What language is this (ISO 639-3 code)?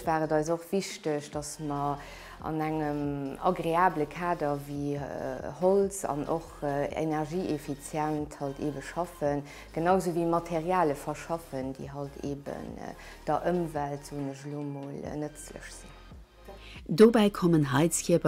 ltz